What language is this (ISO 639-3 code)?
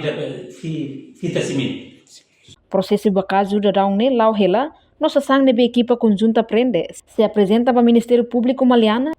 tet